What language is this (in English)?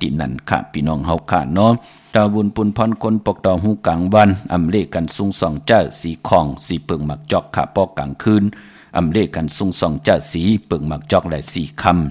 Shan